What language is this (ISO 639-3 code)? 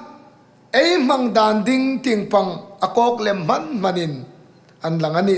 hmr